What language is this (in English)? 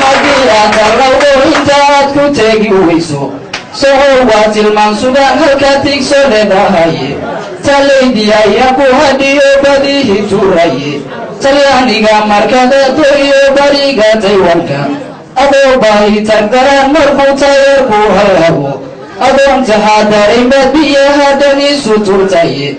Somali